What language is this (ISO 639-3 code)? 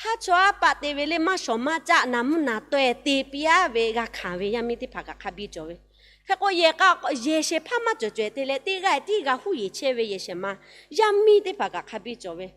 lhu